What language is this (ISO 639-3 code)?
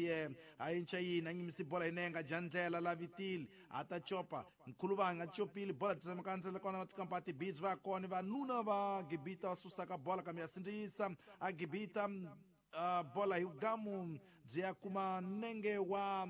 tso